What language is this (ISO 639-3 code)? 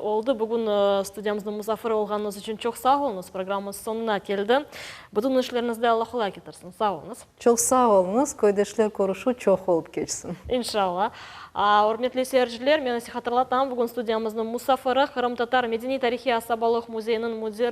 crh